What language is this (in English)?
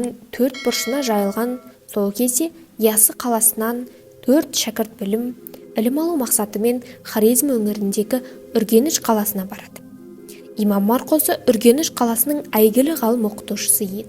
Kazakh